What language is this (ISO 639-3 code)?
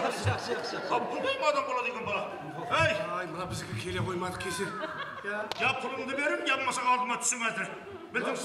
kaa